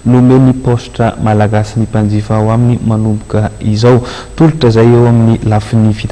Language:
Malagasy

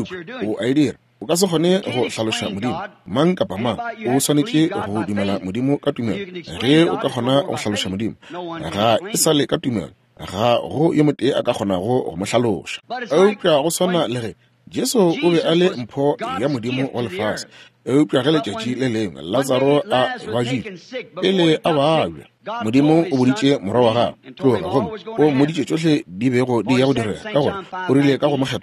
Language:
Northern Sotho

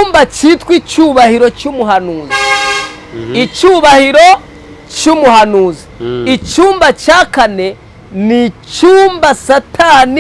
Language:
Kinyarwanda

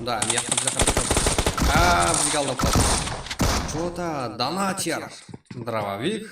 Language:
Kara-Kalpak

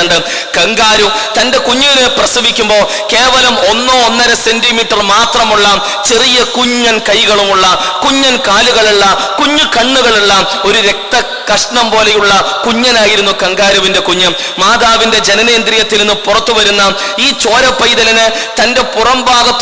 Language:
Malayalam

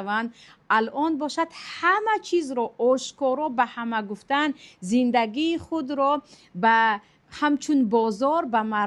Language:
Tajik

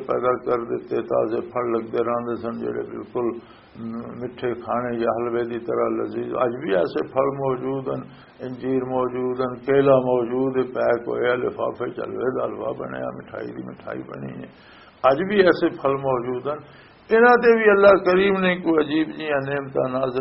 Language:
Western Panjabi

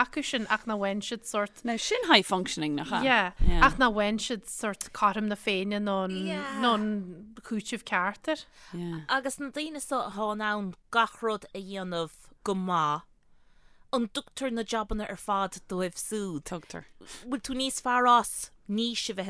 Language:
Irish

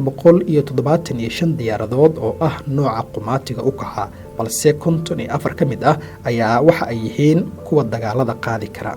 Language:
Somali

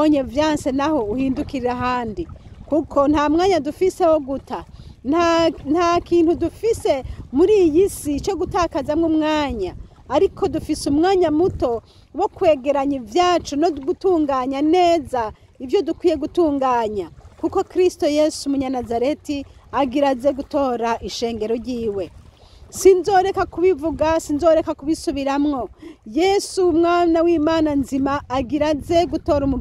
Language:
Rundi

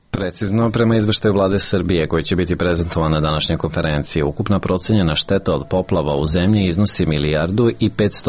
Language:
Serbian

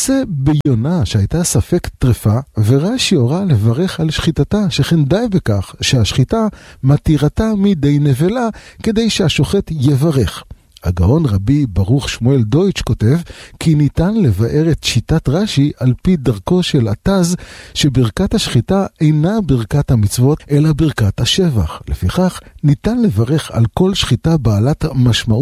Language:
Hebrew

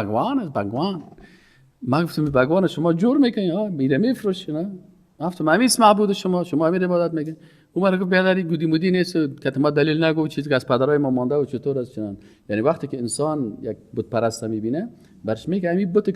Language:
Persian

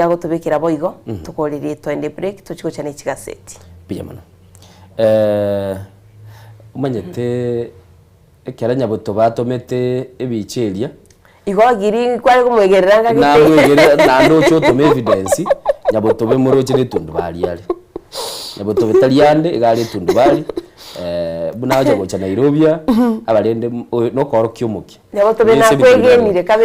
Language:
Gusii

